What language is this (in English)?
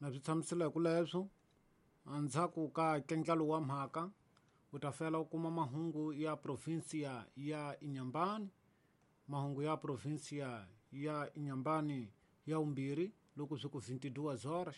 Tsonga